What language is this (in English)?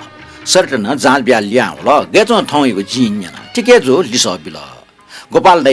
Newari